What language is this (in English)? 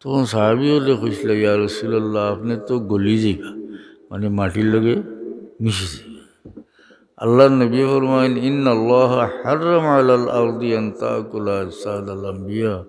Sylheti